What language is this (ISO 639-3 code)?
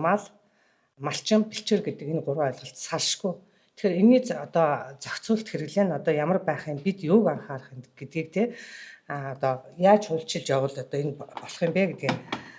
mon